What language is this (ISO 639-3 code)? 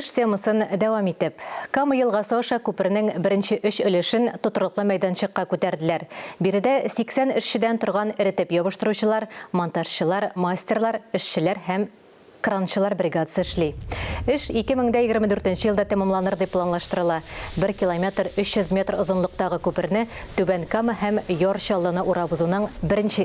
tat